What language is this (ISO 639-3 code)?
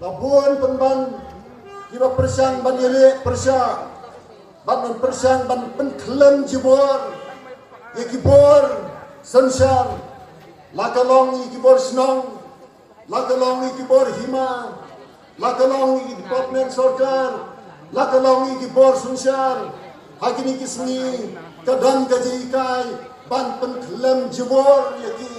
kha